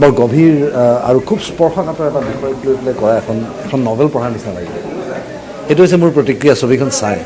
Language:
Assamese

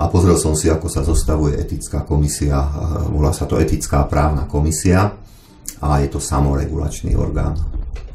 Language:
Slovak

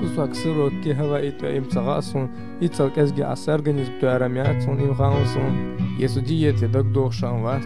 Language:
Chechen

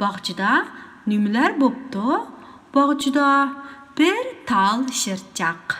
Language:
Uyghur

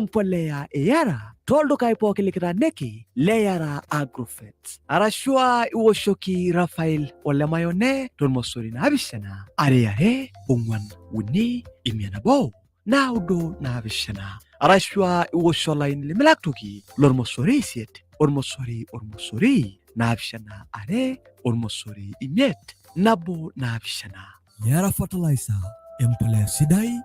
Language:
Masai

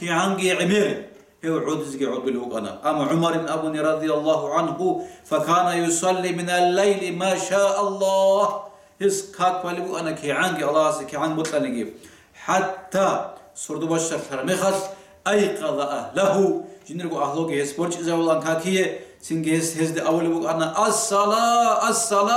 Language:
Avaric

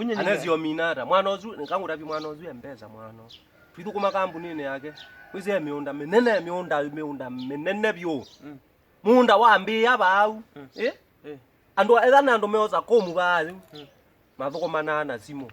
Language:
Kamba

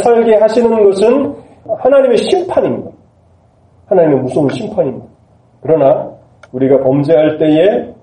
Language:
Korean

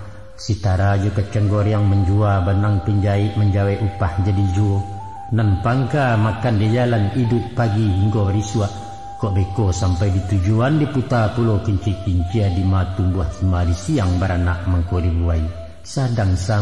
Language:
Minangkabau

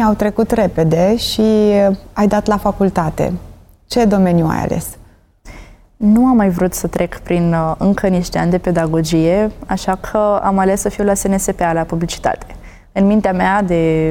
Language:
Romanian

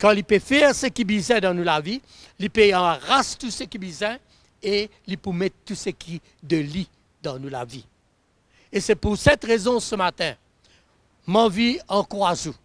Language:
Morisyen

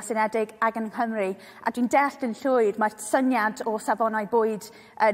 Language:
Welsh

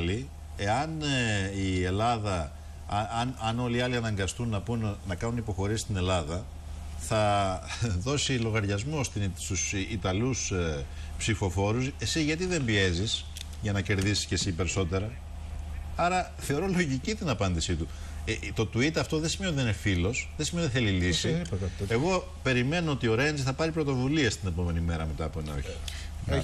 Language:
Greek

